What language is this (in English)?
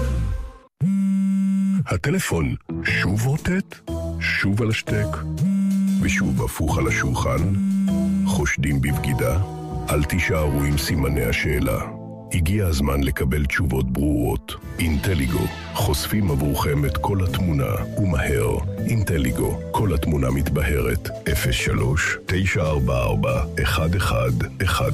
Hebrew